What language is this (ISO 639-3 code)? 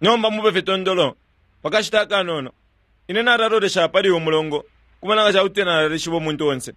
bem